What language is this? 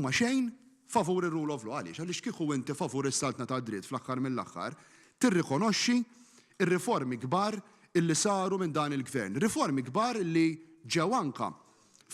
Maltese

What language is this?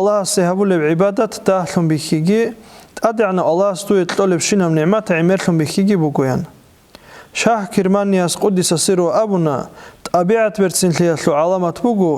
Avaric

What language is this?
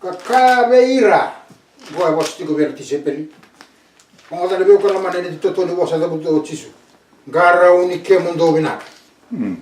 Fijian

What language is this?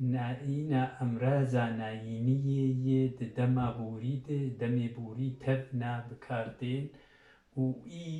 Kurdish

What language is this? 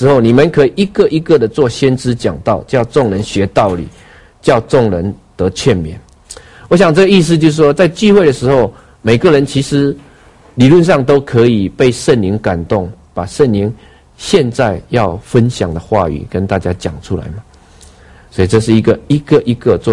Chinese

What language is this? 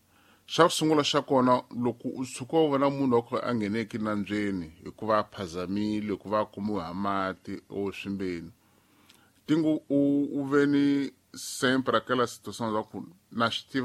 Tsonga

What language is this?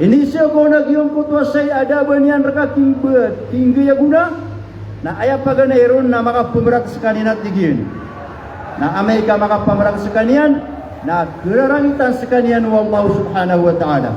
Maranao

